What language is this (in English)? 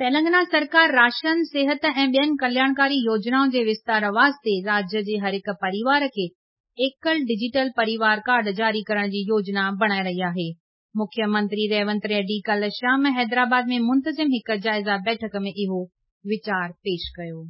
Sindhi